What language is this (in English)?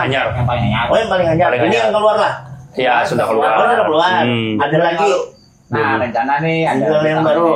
Banjar